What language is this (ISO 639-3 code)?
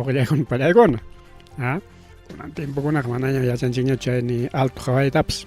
quy